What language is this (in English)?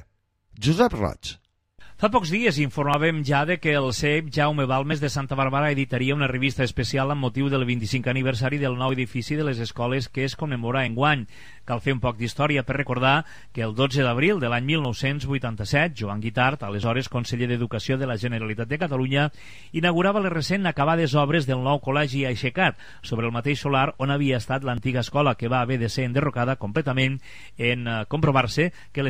Catalan